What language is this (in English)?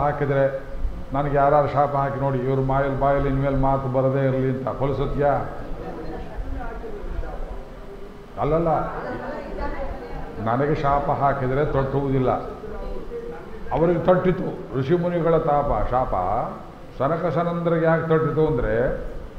Kannada